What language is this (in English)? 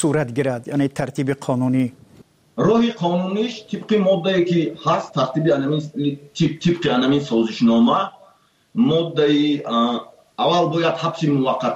Tajik